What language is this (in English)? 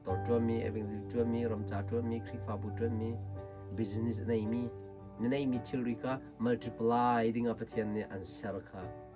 Hakha Chin